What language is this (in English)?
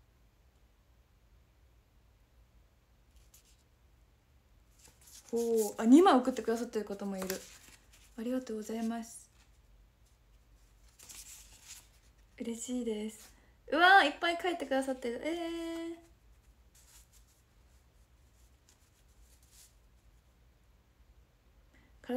Japanese